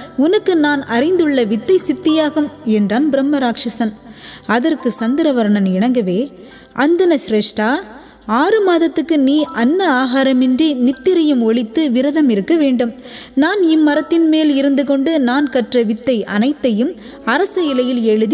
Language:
Tamil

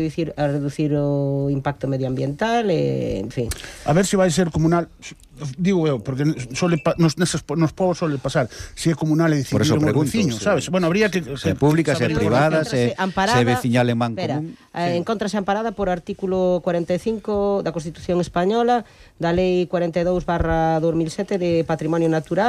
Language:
Galician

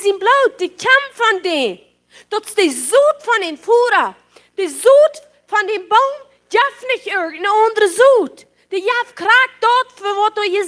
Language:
Plautdietsch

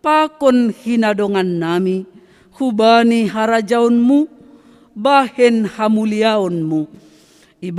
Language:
Batak Simalungun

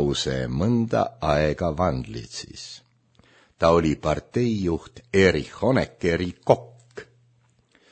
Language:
Estonian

